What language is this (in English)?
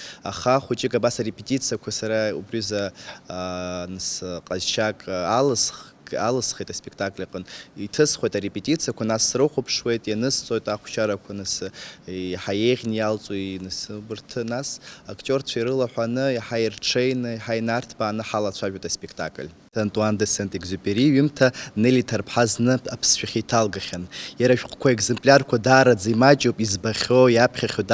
Abkhazian